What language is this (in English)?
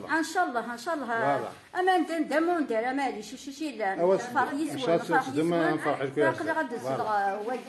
Kabyle